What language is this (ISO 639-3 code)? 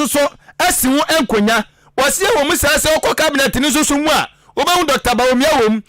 aka